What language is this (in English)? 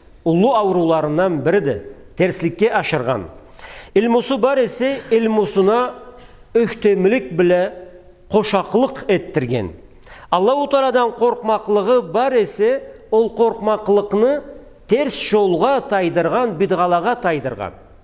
Karachay-Balkar